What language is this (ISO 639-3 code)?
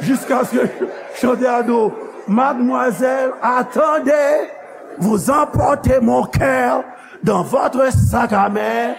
hat